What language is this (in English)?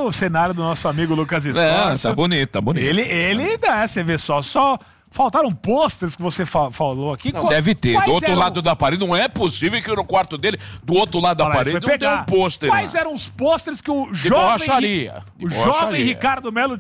Portuguese